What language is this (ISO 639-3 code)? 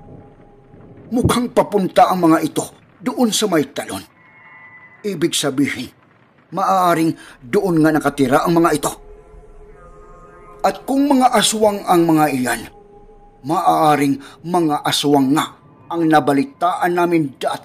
fil